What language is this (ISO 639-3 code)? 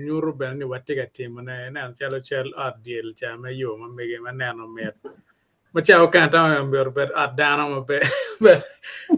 ach